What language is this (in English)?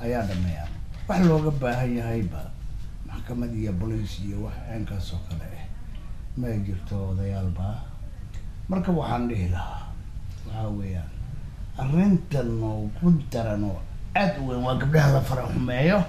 Somali